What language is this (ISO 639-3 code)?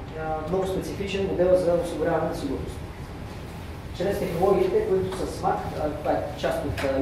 bul